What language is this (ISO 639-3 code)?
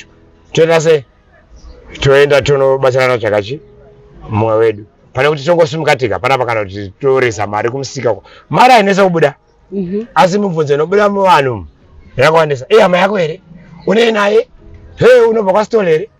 sna